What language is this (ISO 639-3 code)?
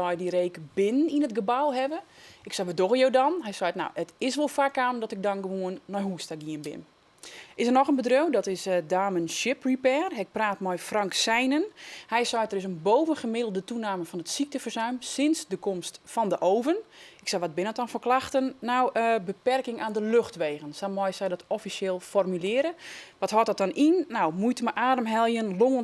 fry